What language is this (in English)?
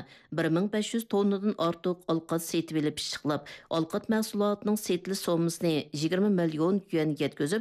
Uyghur